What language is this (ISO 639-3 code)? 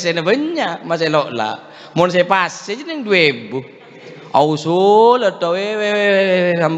mad